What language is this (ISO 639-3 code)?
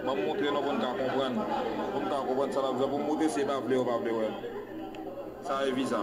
hat